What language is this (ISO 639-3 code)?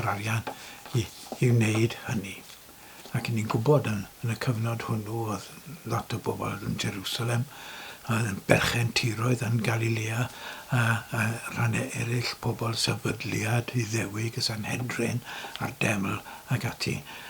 cym